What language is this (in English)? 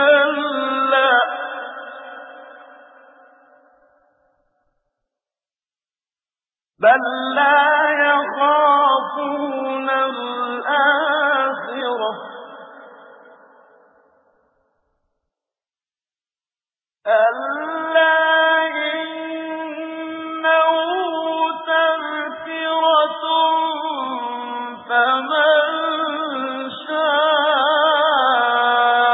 Arabic